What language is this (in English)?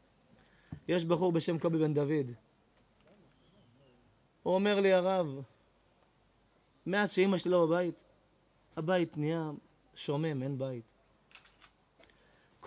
Hebrew